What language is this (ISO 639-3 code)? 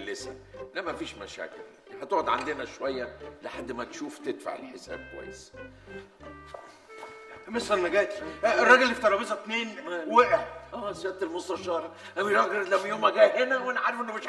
arz